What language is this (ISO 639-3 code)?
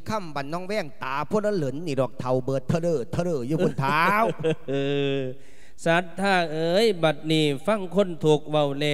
lao